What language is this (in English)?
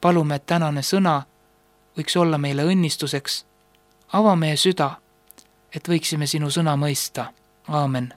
Estonian